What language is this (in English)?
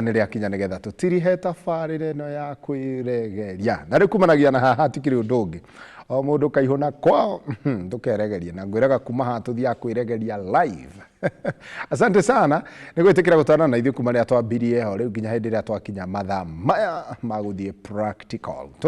Kikuyu